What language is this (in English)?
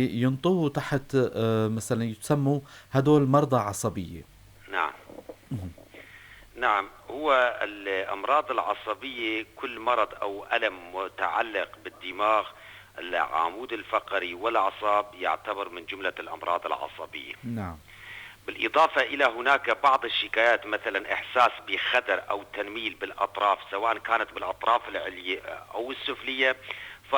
North Levantine Arabic